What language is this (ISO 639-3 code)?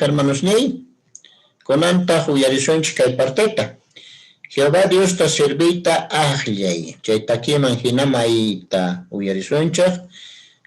que